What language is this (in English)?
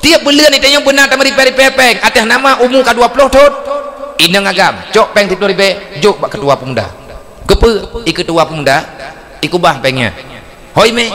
Achinese